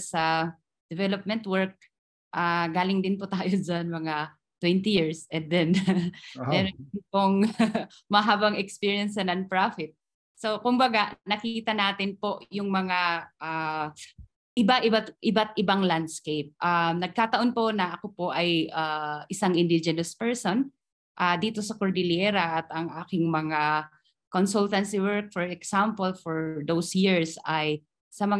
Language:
Filipino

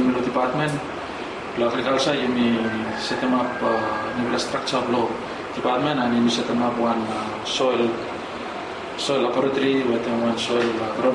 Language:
Bislama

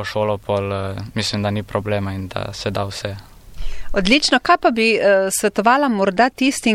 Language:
Slovenian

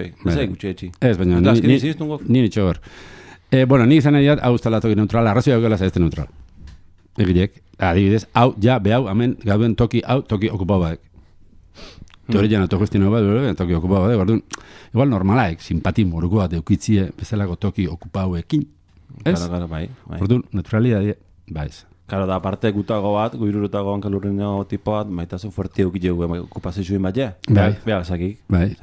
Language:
Basque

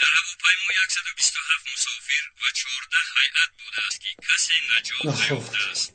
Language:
Tajik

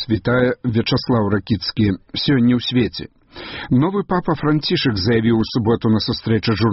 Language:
Belarusian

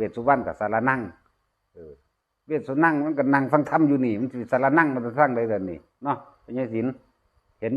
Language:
Northeastern Thai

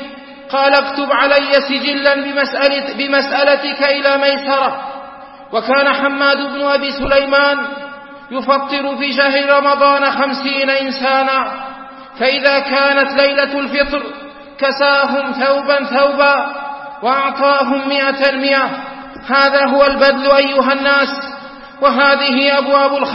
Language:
Arabic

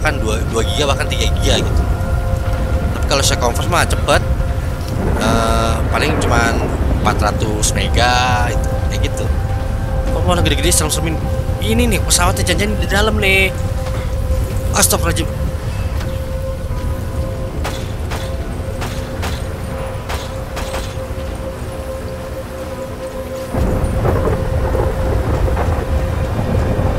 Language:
Indonesian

